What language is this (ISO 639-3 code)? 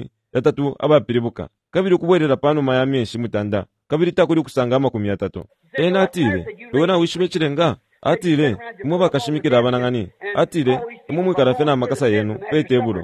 bem